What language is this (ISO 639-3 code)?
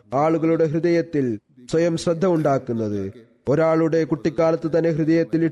mal